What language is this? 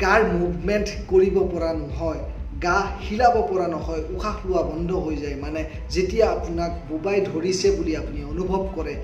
Assamese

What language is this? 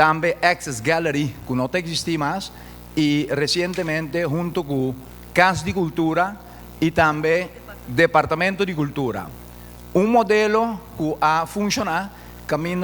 Papiamento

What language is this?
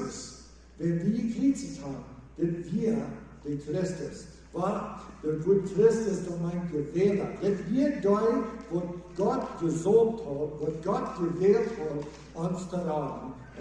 Plautdietsch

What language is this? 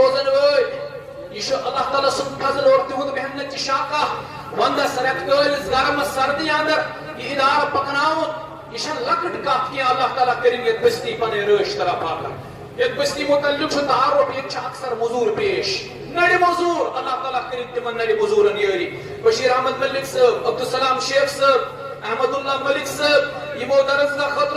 Kashmiri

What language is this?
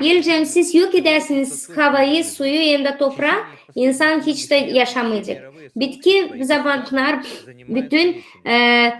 Gagauz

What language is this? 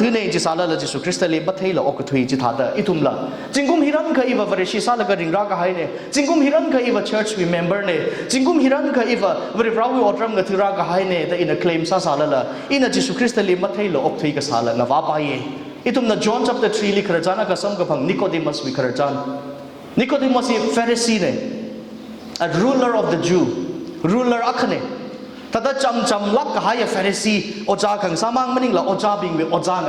Tangkhul Naga (India)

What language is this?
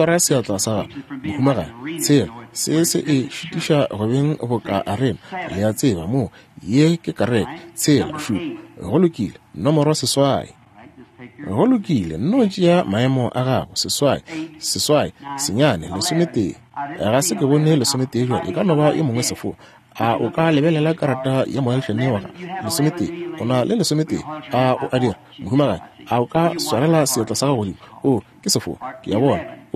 Northern Sotho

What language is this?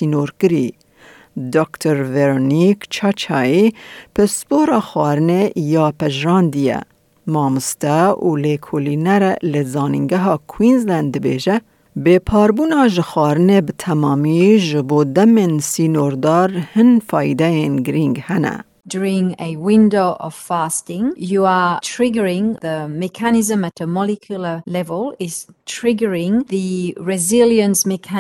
Kurdish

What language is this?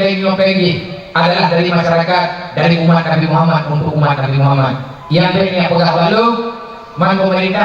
Achinese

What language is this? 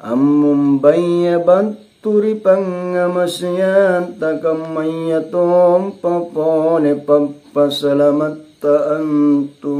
Makasar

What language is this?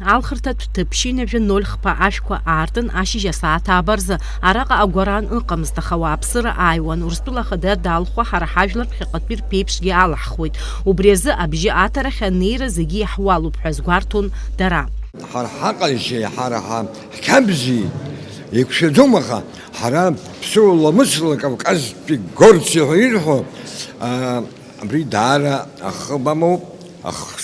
Abkhazian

